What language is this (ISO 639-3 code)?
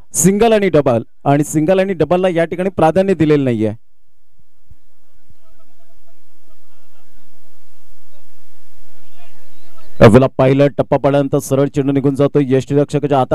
mar